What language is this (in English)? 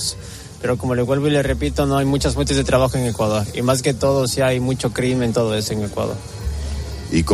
Spanish